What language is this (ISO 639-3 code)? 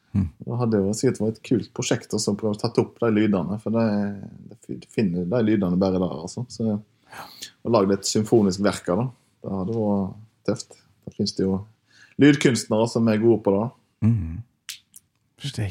nor